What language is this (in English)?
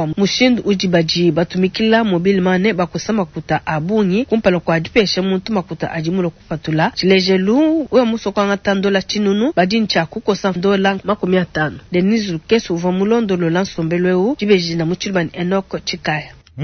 Luba-Lulua